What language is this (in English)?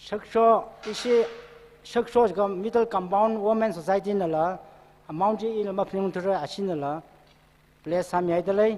Tangkhul Naga (India)